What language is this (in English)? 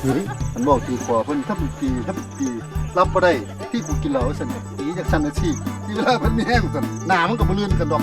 Northeastern Thai